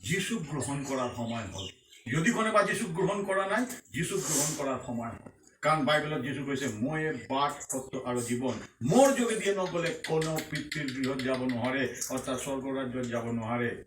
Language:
Assamese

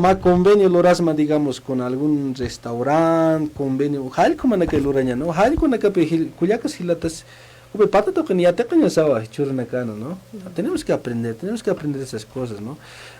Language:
Aymara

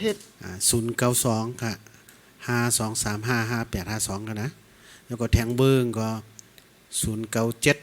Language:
Shan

